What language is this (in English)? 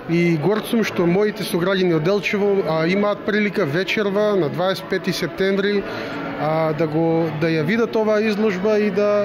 Macedonian